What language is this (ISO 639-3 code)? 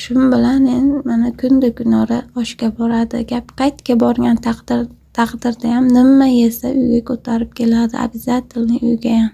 uzb